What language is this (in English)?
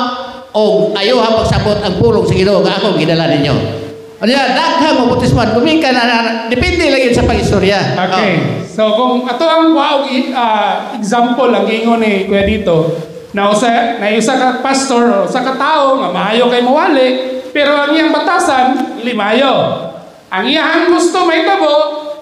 Cebuano